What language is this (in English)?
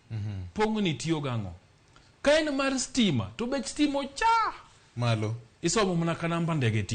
Luo (Kenya and Tanzania)